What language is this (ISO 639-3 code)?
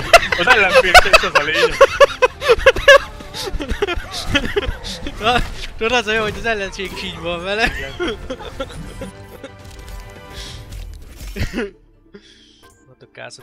hun